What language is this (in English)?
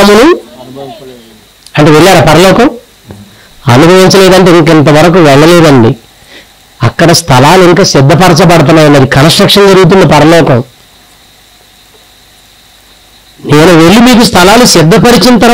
Telugu